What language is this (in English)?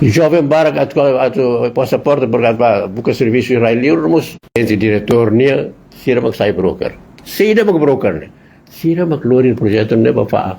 Tetum